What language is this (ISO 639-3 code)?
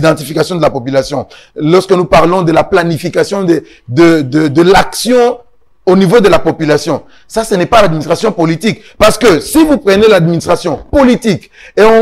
fra